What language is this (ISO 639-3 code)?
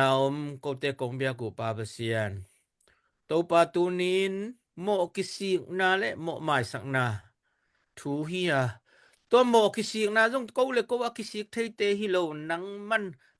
ctd